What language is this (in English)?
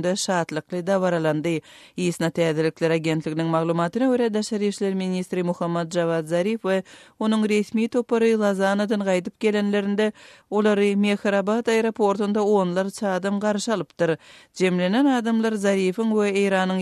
Turkmen